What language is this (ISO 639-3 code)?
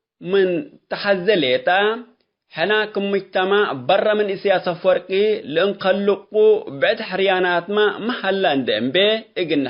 tig